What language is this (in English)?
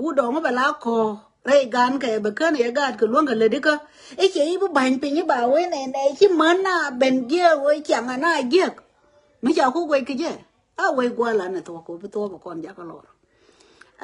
Nuer